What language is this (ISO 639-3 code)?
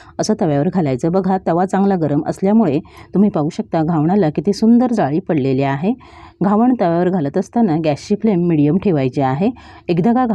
mar